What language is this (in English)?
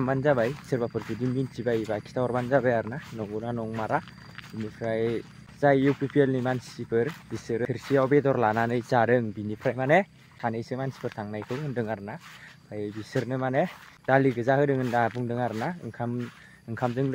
Bodo